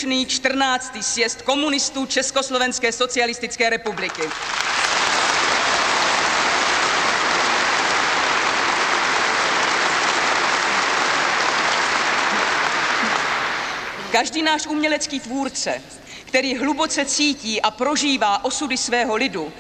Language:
Czech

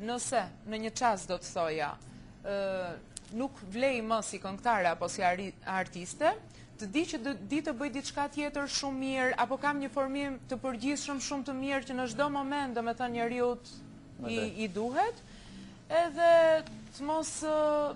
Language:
Albanian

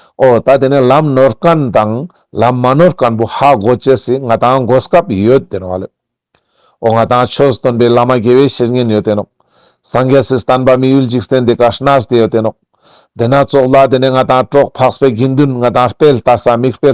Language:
Ladakhi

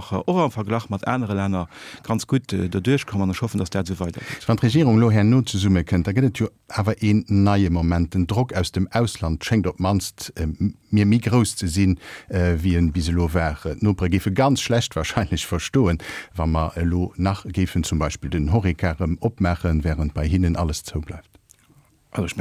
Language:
Luxembourgish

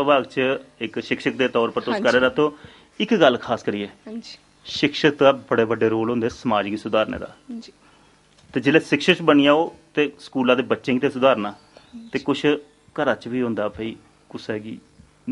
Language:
Dogri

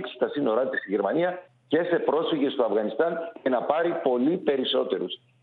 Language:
Greek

